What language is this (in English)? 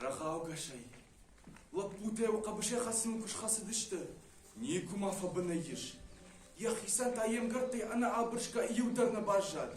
Ossetic